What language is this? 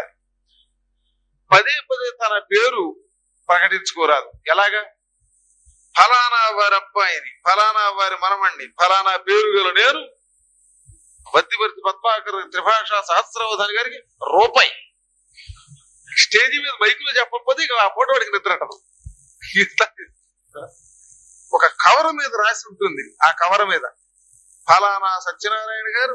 Telugu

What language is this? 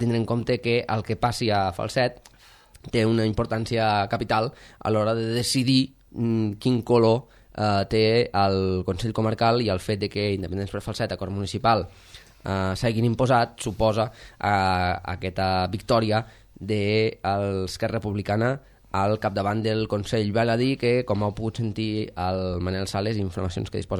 Catalan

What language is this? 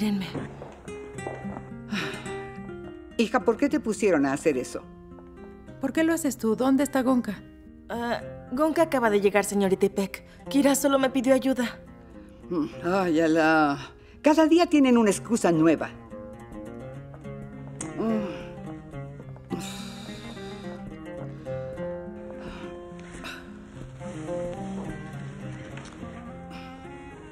Spanish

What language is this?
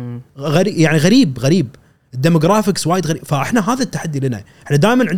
Gulf Arabic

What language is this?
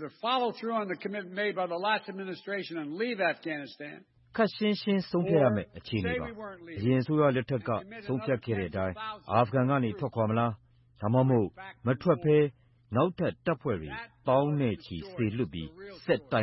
Burmese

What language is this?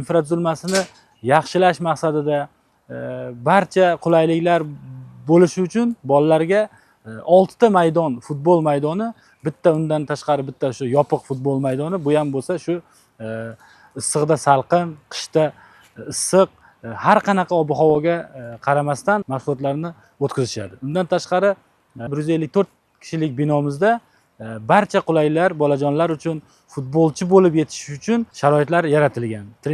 Uzbek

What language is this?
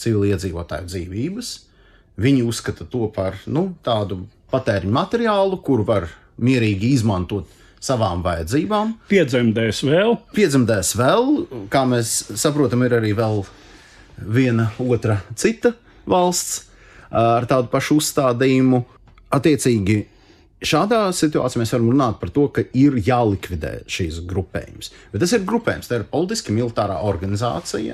Latvian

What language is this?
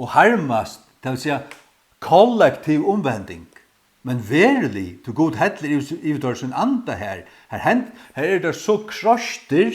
Faroese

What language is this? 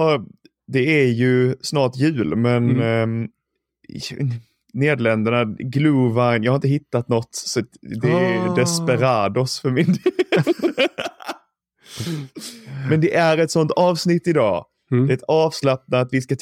Swedish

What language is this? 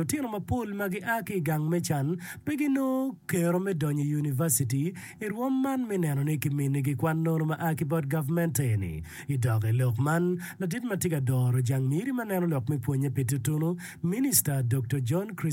Acoli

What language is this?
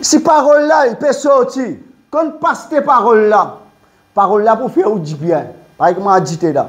Morisyen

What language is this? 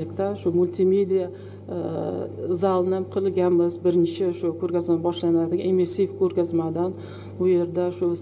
Uzbek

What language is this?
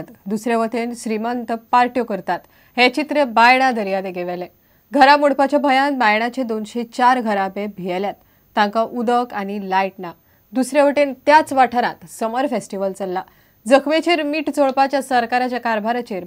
Konkani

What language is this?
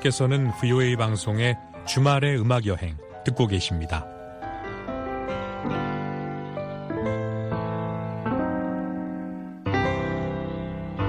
Korean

